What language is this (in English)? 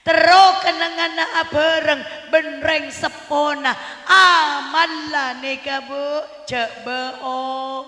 Madurese